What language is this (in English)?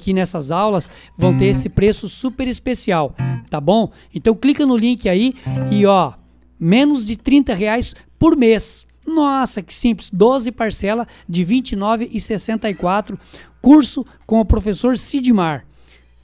Portuguese